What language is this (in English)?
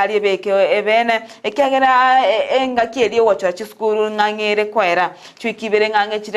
Gusii